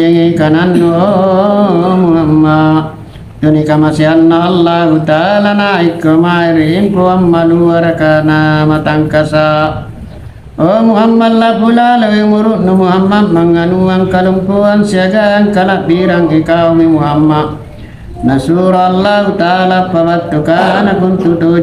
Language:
Makasar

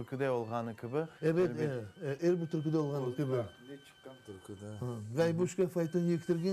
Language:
Crimean Tatar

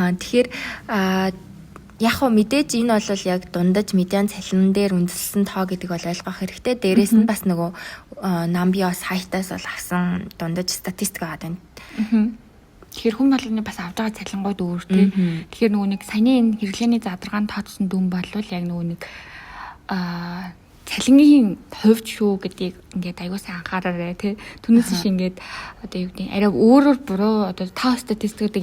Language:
Mongolian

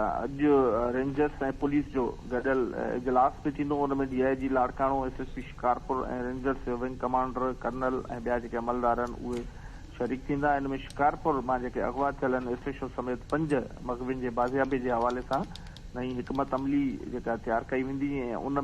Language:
Sindhi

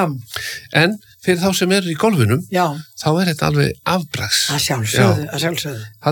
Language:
Icelandic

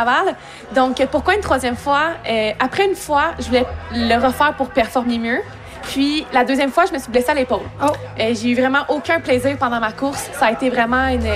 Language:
French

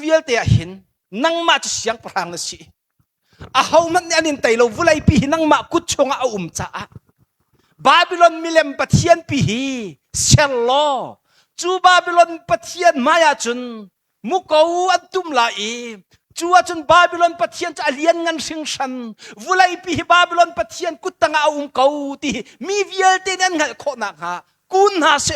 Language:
Hakha Chin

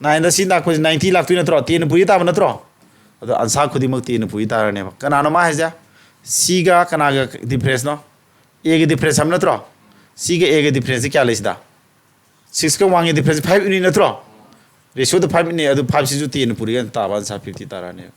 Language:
Manipuri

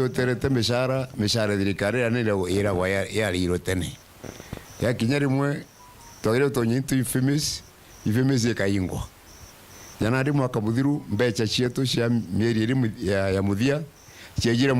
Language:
Meru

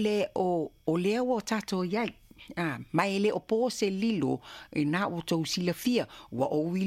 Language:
Samoan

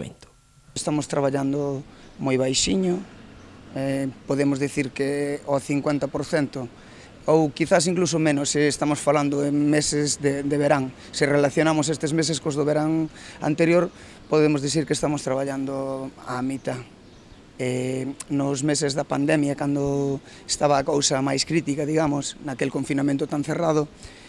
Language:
Galician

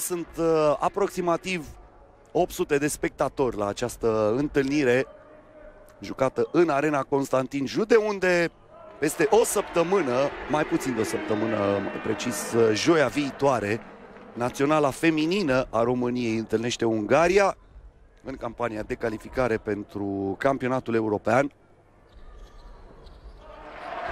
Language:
Romanian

